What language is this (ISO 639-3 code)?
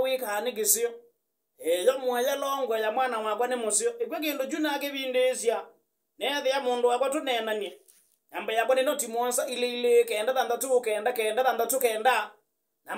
kam